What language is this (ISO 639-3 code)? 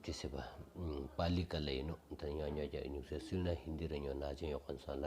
sbu